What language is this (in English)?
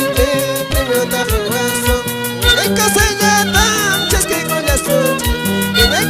Quechua